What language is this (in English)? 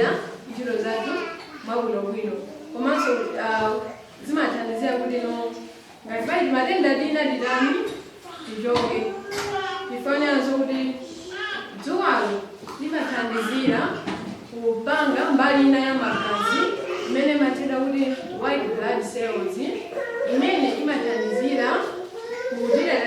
Nyanja